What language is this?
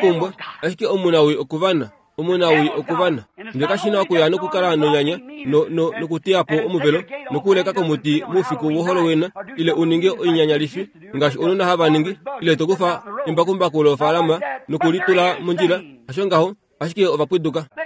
Kuanyama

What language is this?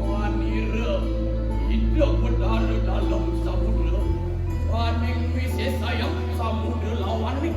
Balinese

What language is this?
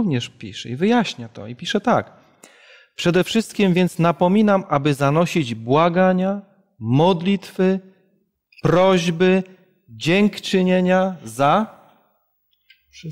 Polish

